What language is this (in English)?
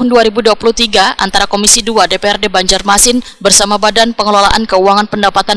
Banjar